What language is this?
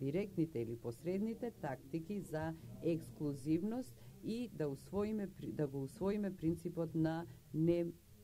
Macedonian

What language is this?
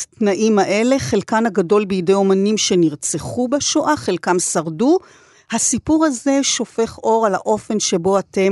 Hebrew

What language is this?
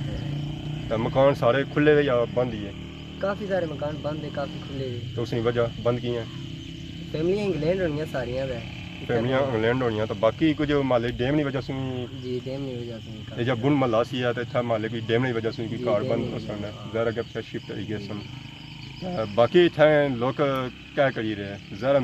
Pahari-Potwari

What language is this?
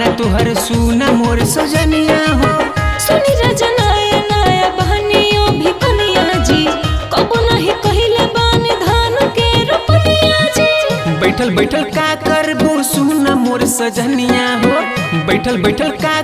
Bhojpuri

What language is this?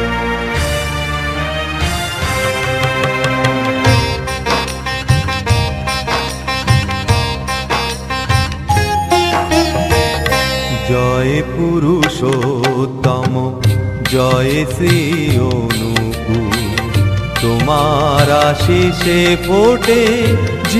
Bangla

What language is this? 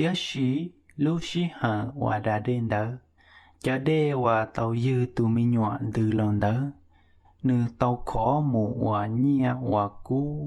Hmong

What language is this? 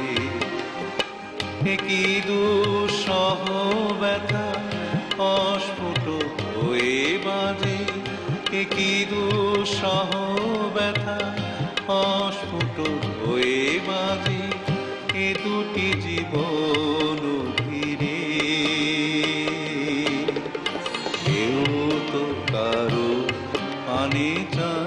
Bangla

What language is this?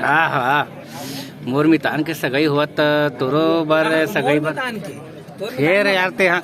Chhattisgarhi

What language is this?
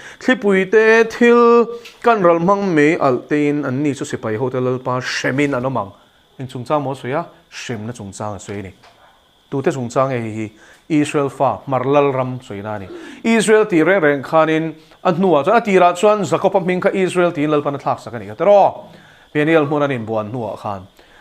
Mizo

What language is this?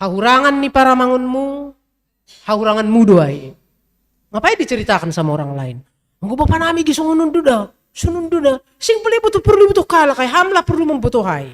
Batak Simalungun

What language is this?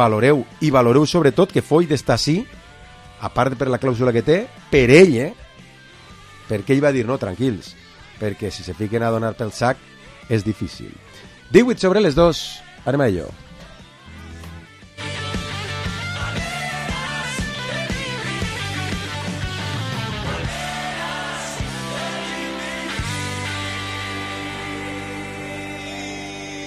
Catalan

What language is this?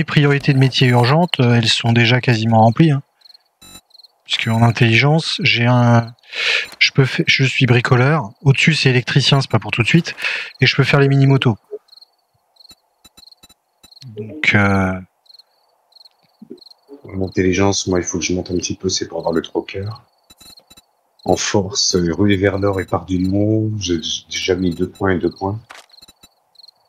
French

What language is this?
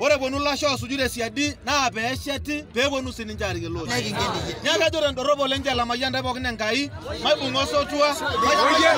Masai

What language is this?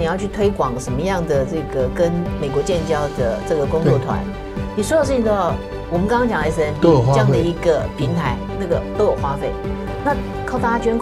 Chinese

